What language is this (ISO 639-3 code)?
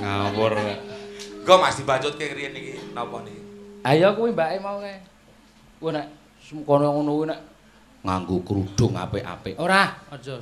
jav